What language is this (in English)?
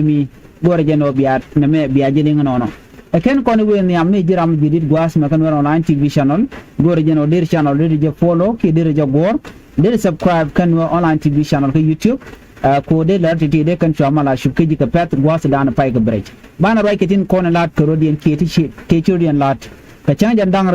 Nuer